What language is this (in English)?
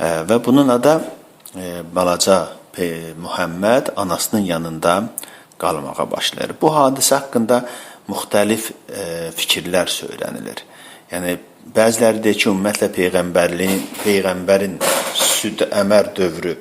Azerbaijani